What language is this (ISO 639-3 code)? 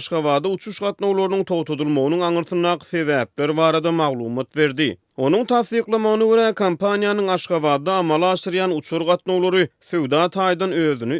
tuk